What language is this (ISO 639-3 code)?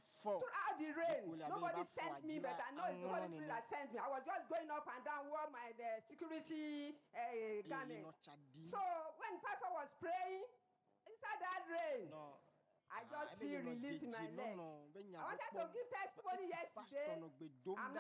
ewe